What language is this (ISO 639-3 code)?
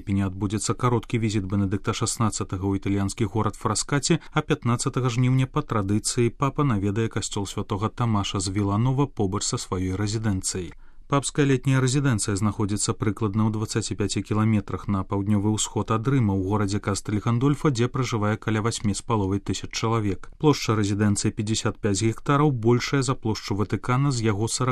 bel